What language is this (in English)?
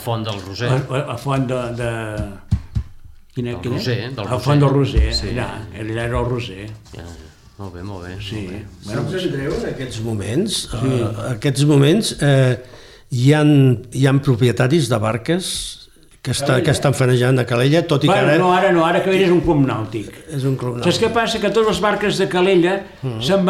Catalan